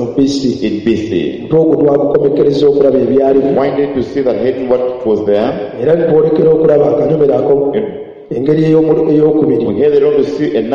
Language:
Ganda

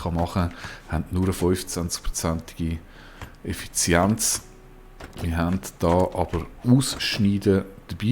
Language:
Swiss German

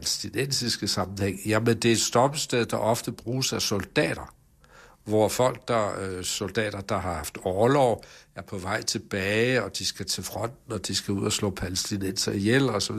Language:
Danish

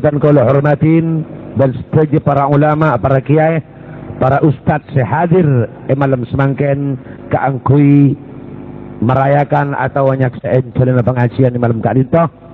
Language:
Madurese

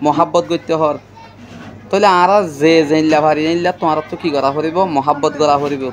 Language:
Rohingya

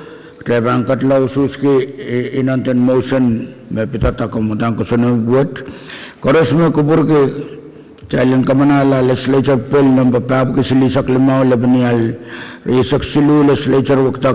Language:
Pohnpeian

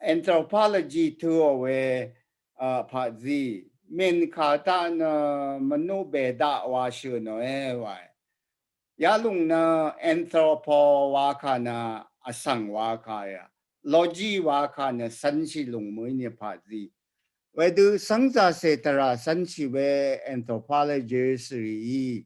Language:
Rawang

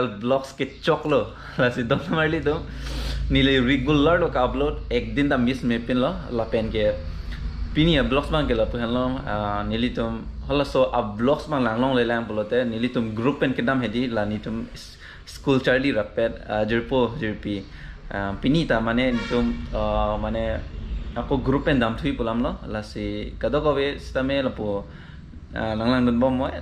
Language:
Karbi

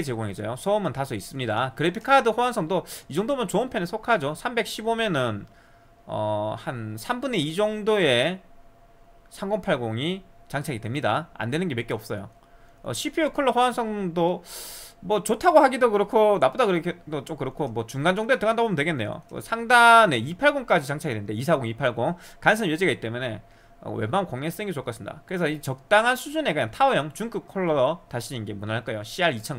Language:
Korean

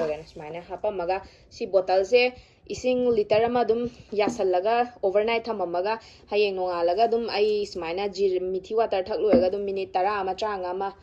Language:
Manipuri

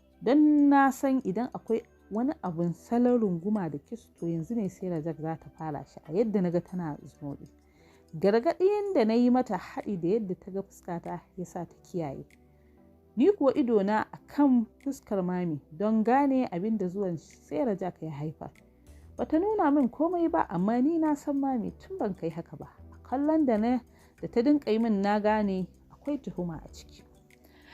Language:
Hausa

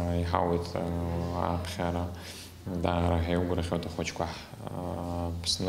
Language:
Abkhazian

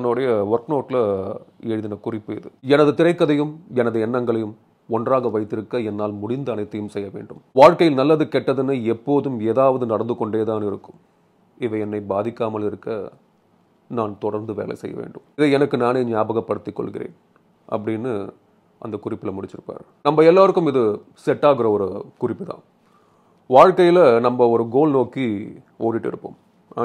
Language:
Tamil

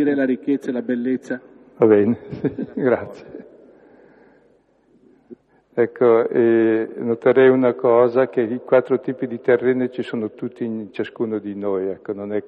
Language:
Italian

